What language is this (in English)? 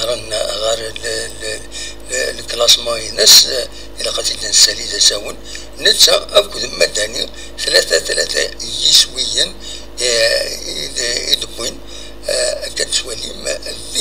Kabyle